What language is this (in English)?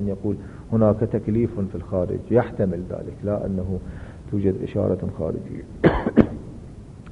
Arabic